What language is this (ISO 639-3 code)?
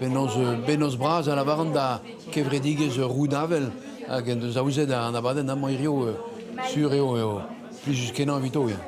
bre